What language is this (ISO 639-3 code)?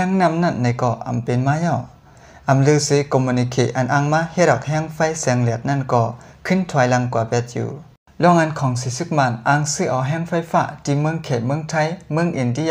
shn